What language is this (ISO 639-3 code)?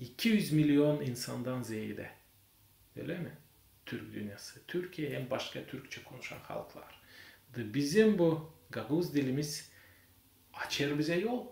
gag